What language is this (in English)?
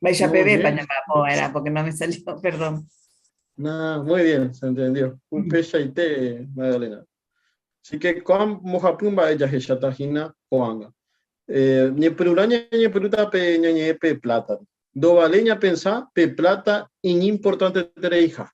Guarani